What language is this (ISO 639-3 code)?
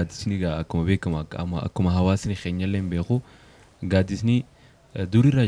orm